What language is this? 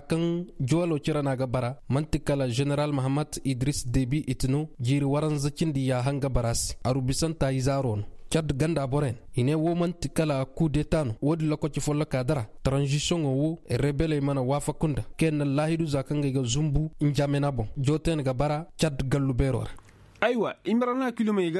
Koyraboro Senni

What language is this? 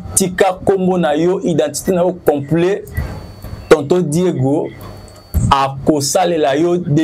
Lingala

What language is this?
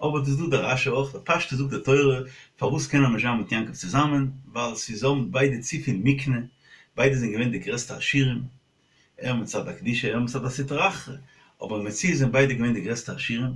Yiddish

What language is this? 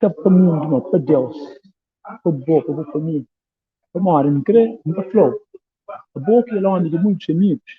Kabuverdianu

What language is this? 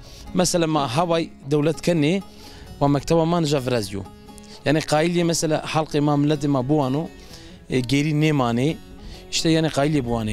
Zaza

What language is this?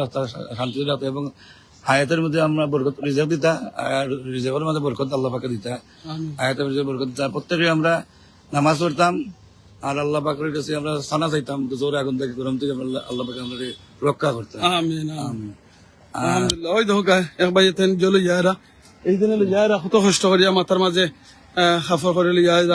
Sylheti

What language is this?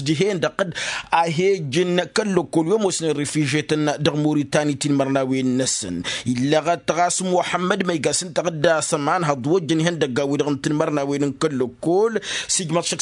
Tamasheq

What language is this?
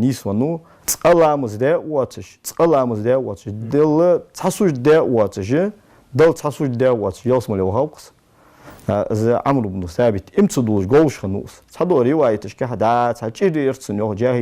Ingush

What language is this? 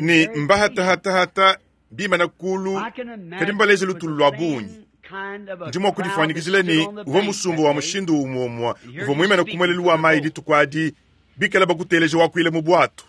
Luba-Lulua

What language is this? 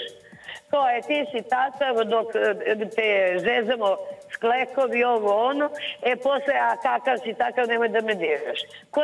Serbian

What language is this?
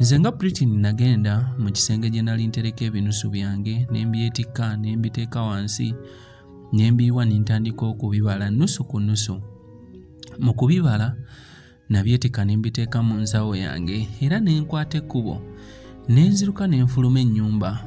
Ganda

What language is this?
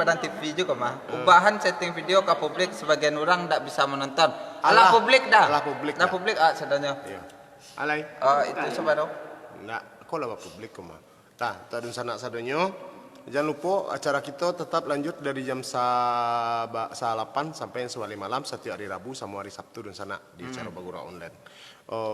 Minangkabau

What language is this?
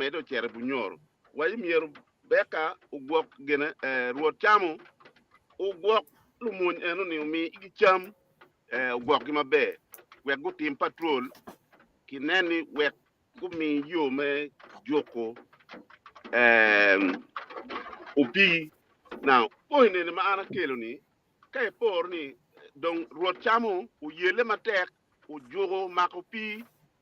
Acoli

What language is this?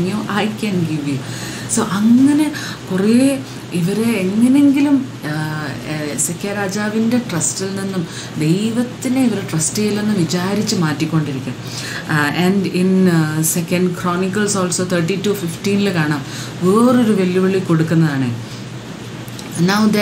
Malayalam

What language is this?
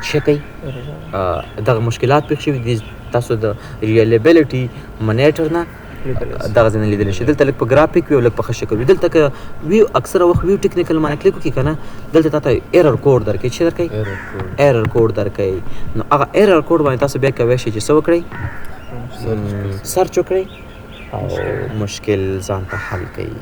Pashto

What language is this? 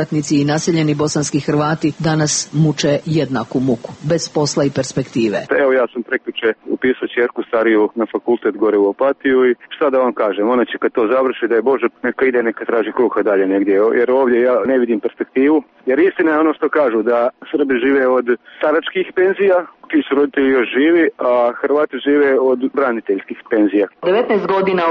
Serbian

